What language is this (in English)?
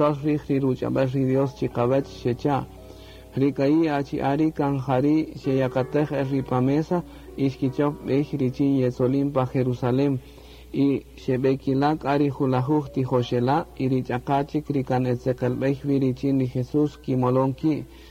Kaqchikel